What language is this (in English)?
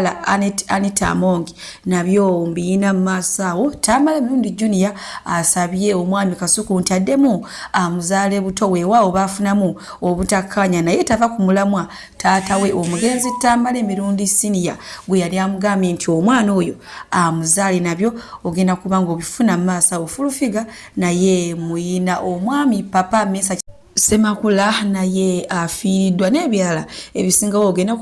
Ganda